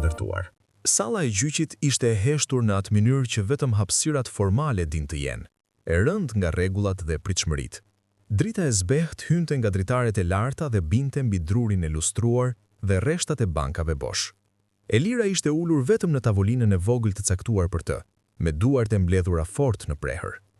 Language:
Albanian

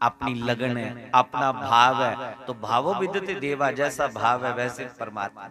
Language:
Dogri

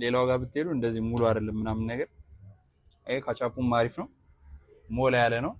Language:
Amharic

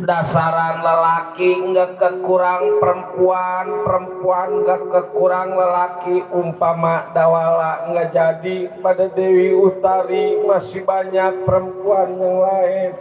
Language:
Betawi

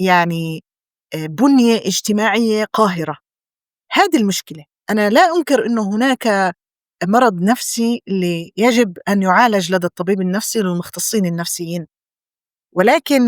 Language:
North Levantine Arabic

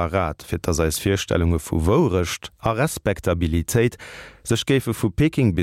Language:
Luxembourgish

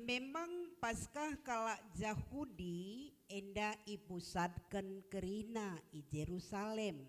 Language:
Batak Karo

